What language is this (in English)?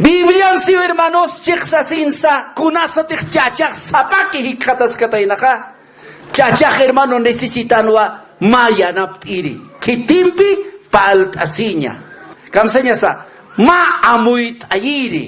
Aymara